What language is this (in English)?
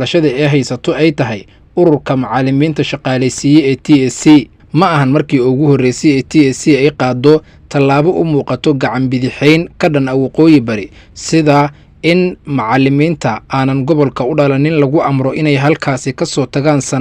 Somali